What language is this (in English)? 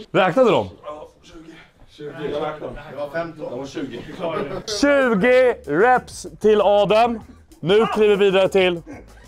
Swedish